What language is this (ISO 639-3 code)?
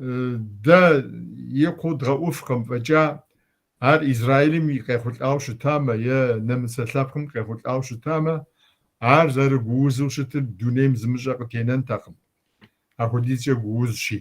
kbd